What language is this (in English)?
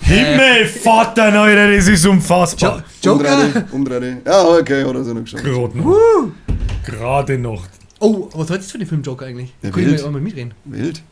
Bavarian